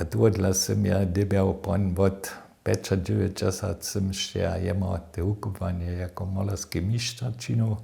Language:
Upper Sorbian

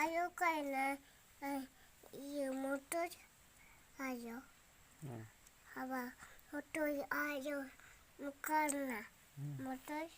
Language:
Santali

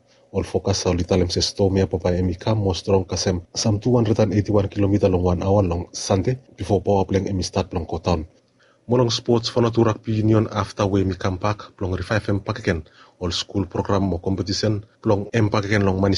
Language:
Bislama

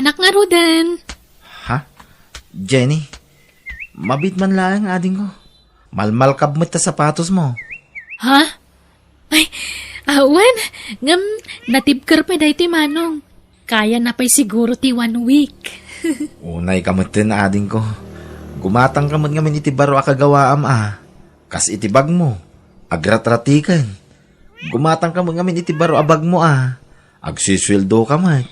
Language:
Iloko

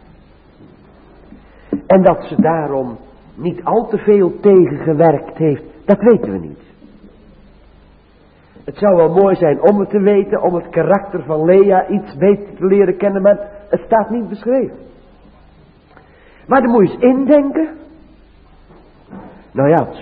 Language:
Dutch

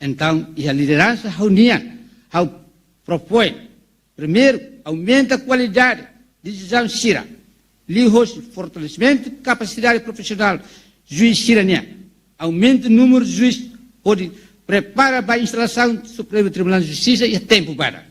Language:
Tetum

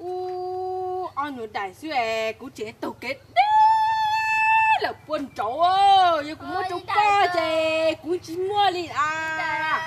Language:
Hmong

